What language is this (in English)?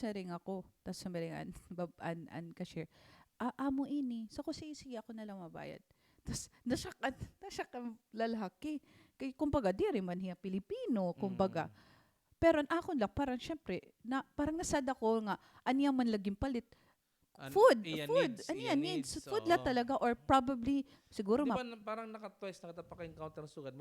Waray